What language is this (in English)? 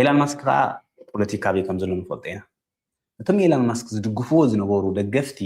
Tigrinya